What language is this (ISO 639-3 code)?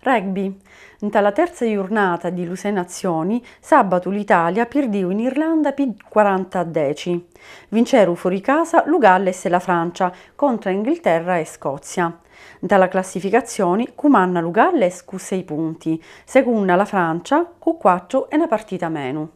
scn